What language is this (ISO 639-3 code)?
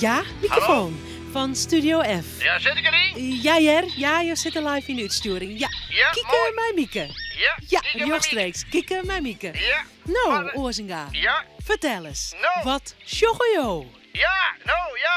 fry